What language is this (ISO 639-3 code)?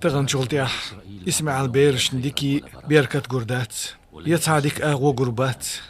che